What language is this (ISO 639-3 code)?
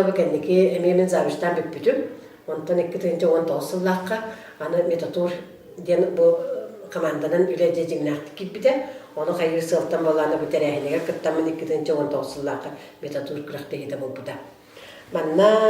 sah